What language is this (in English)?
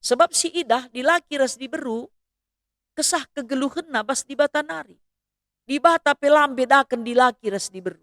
Batak Karo